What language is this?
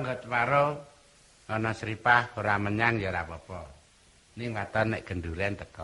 Javanese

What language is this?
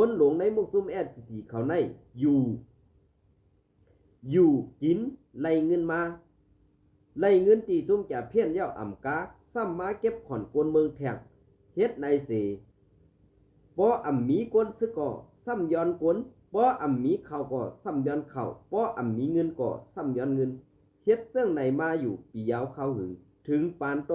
Shan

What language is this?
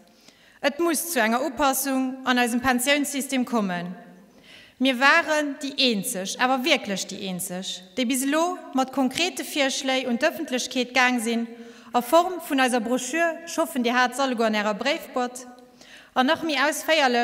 Luxembourgish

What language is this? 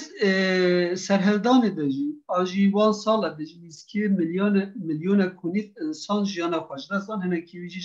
Kurdish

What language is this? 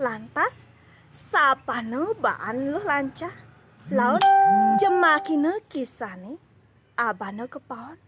Balinese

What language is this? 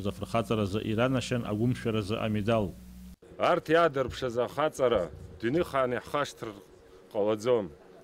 Abkhazian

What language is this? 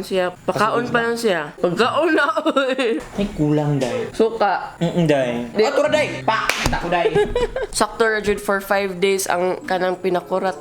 Cebuano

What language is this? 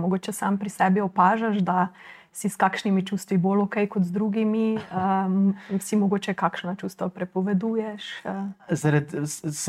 Slovenian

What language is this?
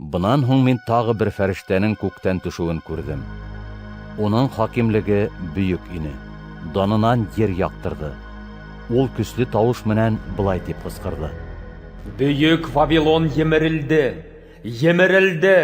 Bashkir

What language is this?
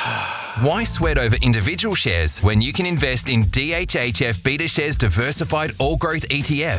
English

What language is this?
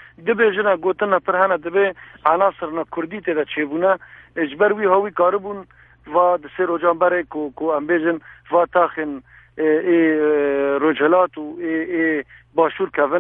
Kurdish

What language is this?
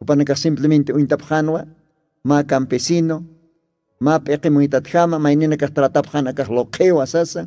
Aymara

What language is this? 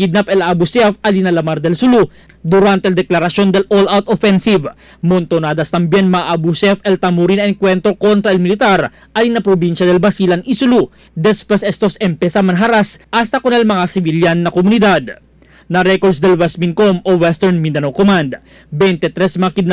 Chavacano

